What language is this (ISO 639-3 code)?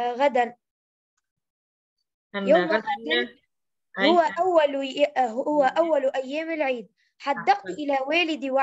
ara